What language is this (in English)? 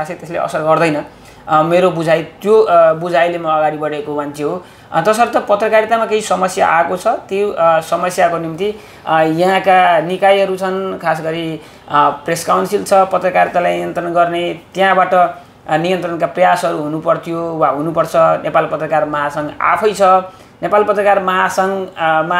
Nepali